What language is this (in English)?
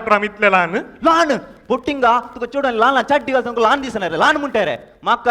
Konkani